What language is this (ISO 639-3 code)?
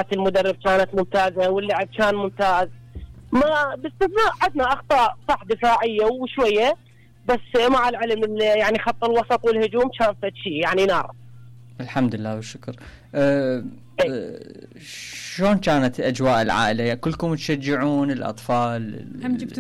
acm